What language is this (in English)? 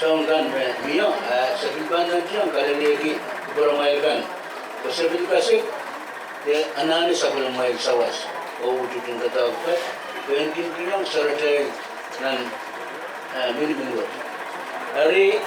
Pohnpeian